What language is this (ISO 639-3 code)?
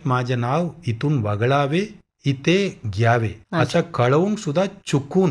mar